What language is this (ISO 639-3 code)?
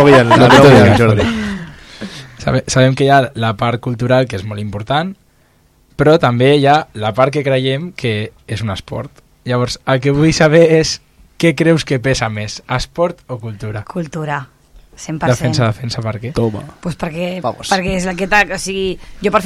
cat